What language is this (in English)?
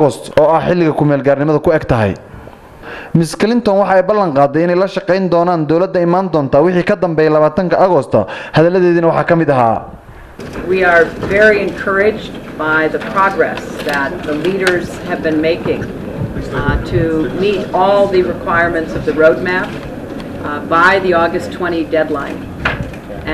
Somali